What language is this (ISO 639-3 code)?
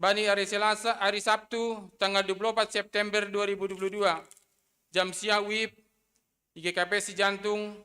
bts